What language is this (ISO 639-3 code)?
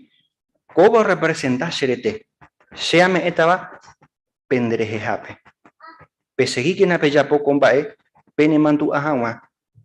grn